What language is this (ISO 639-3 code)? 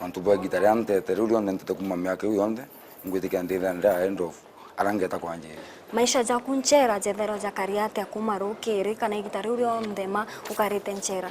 mer